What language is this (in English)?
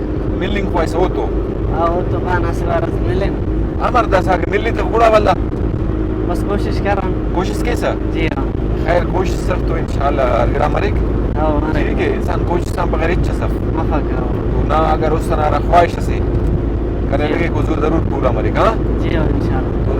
Brahui